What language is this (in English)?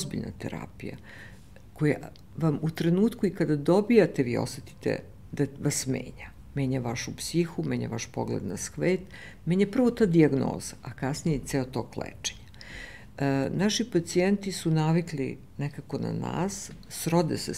Serbian